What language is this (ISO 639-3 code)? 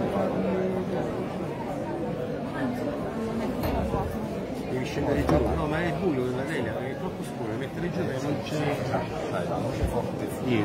ita